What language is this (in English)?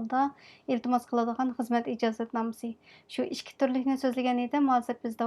Uyghur